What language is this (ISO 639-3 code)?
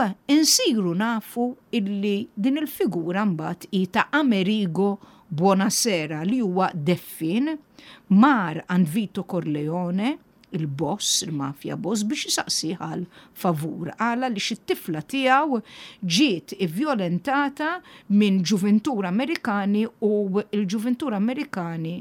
mlt